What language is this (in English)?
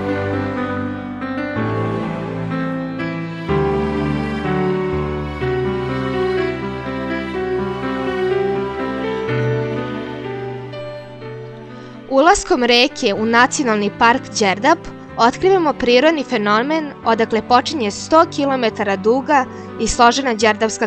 Serbian